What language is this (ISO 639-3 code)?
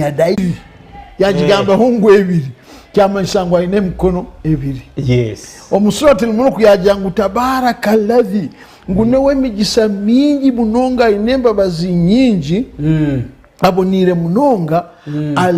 nyn